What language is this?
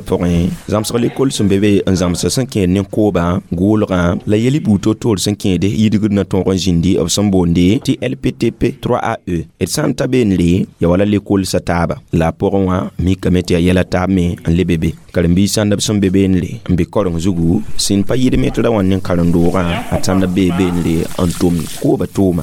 Mossi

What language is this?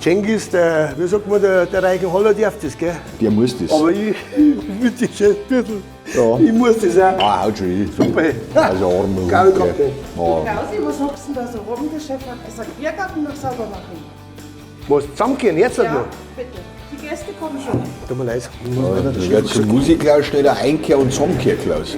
Bavarian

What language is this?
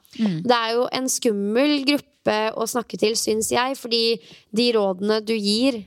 Norwegian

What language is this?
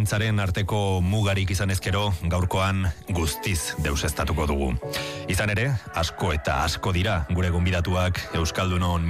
Basque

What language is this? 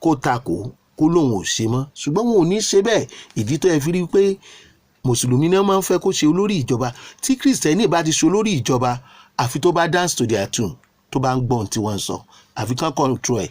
Yoruba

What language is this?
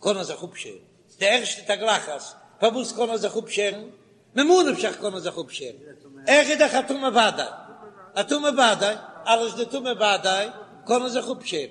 Yiddish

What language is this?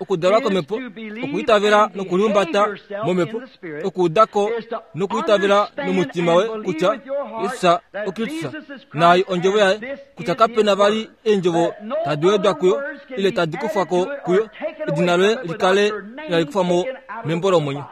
Kuanyama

